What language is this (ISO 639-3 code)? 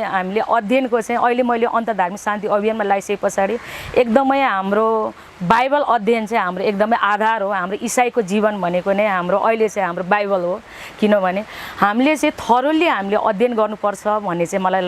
nep